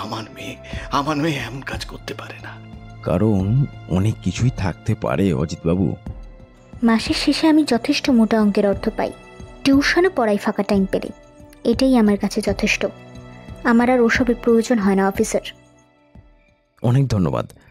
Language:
Bangla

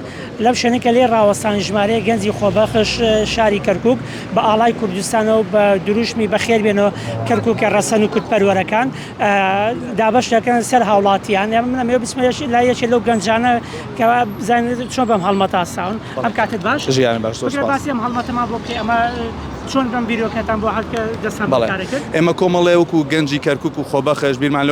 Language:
Central Kurdish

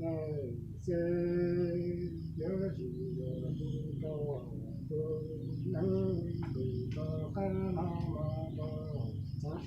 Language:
Hmong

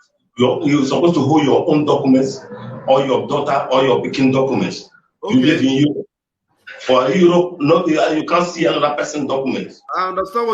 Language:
Nigerian Pidgin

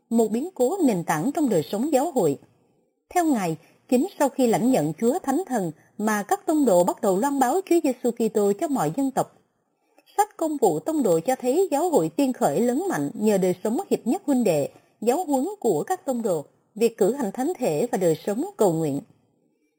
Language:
Vietnamese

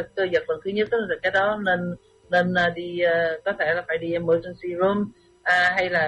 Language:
Vietnamese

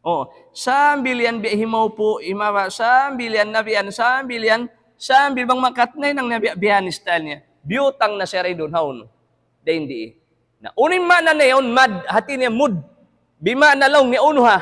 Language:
Tausug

